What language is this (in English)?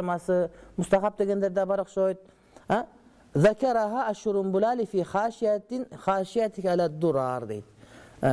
Kyrgyz